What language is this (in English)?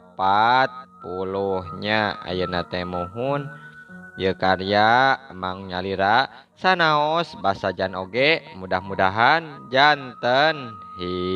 Sundanese